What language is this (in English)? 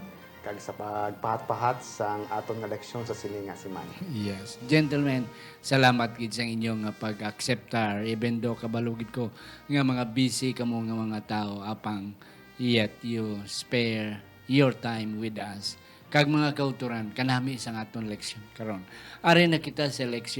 Hiligaynon